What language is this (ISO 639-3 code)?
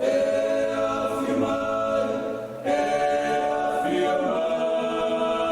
smo